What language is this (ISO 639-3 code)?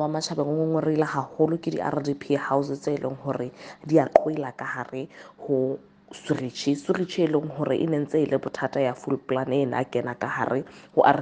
sot